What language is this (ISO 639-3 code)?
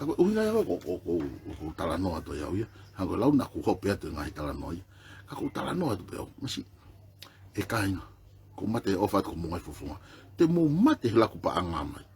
ton